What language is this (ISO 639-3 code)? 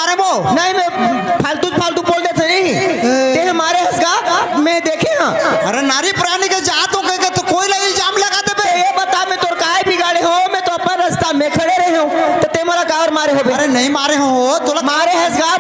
hne